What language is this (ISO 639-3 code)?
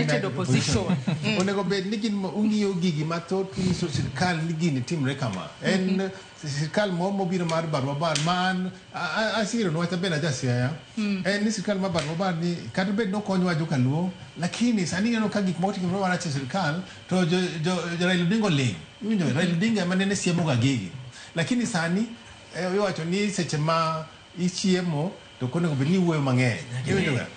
luo